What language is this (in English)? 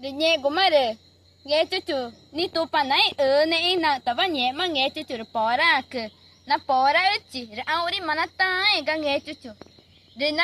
Ticuna